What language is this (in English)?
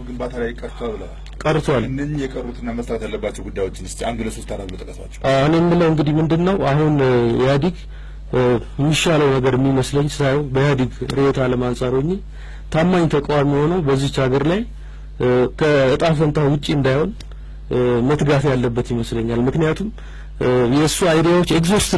Amharic